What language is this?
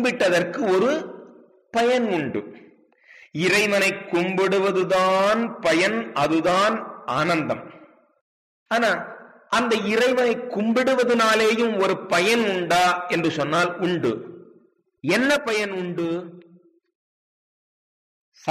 Tamil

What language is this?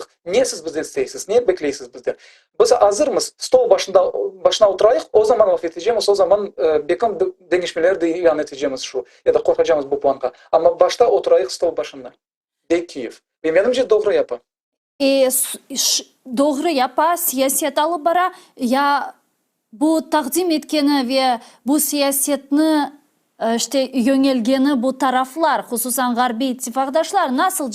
Crimean Tatar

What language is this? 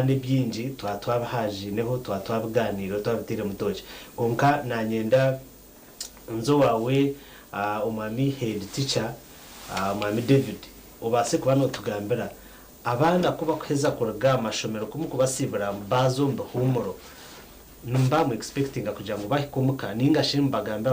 Nyankole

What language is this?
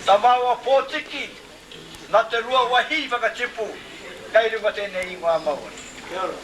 Māori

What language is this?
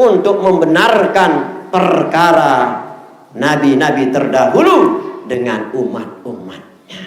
Sasak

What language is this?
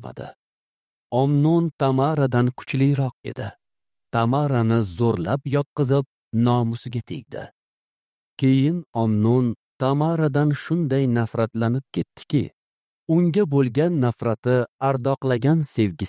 Uzbek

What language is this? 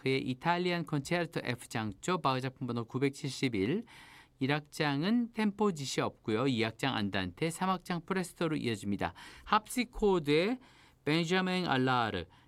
Korean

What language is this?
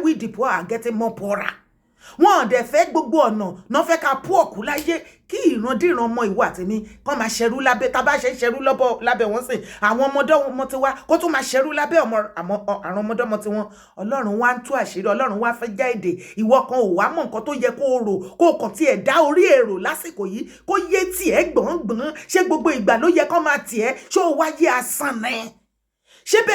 Yoruba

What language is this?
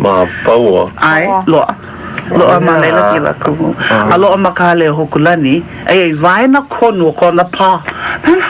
Hawaiian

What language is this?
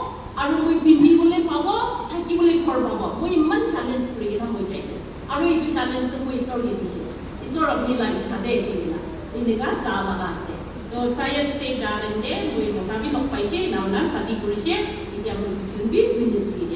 Naga Pidgin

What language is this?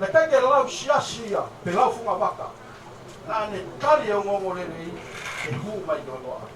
Tongan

